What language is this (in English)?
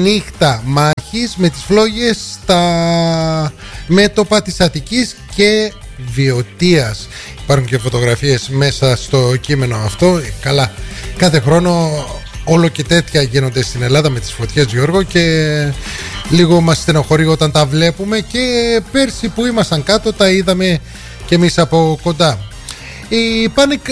Greek